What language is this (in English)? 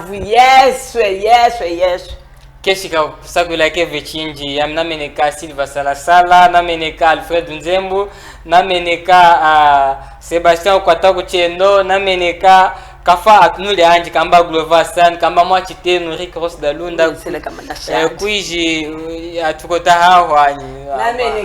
Chokwe